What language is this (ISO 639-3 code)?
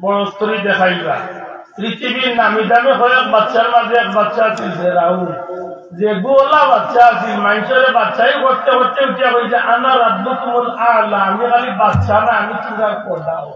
syl